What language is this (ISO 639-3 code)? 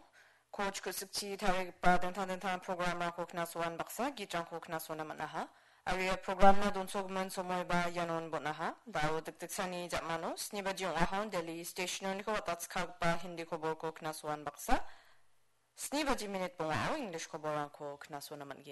grt